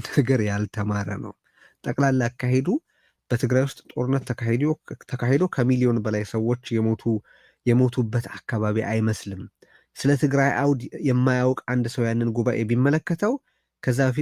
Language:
Amharic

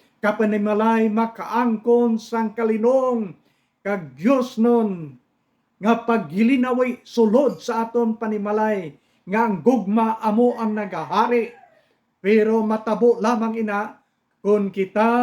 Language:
Hiligaynon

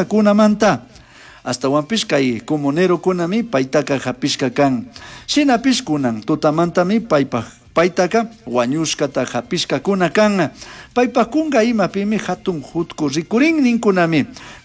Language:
Chimborazo Highland Quichua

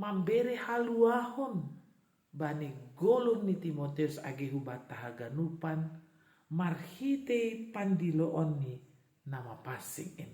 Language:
Batak Simalungun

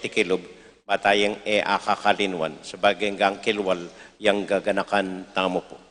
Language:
Pampanga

